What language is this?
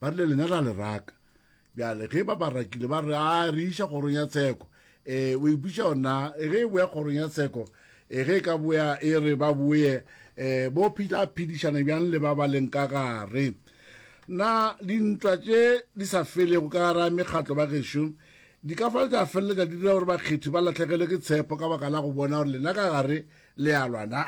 Northern Sotho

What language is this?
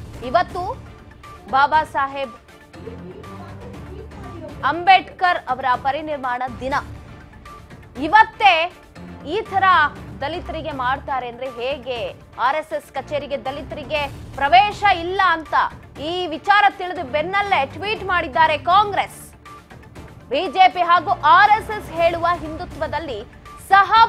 Kannada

